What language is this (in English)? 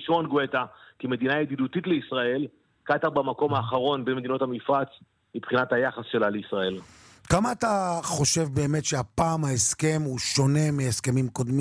Hebrew